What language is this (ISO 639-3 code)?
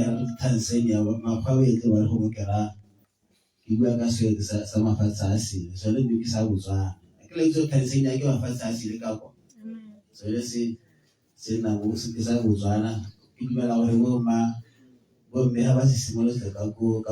tsn